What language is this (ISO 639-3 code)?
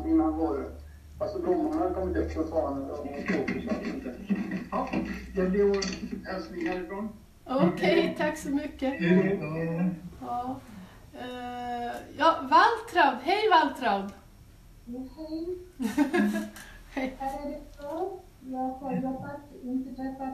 swe